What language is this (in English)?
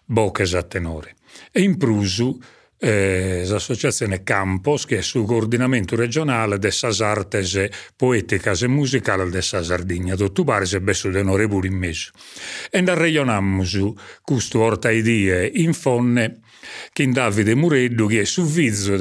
Sardinian